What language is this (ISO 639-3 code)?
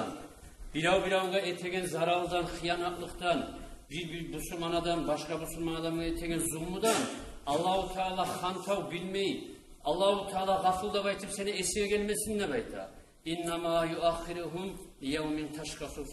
kum